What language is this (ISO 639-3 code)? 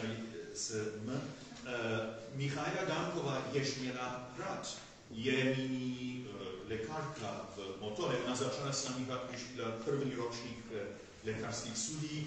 ces